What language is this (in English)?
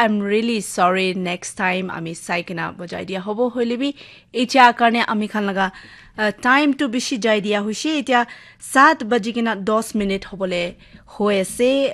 Naga Pidgin